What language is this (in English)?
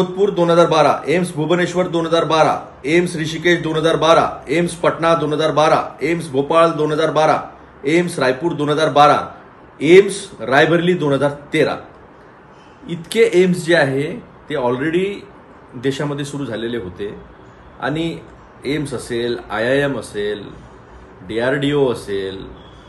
Marathi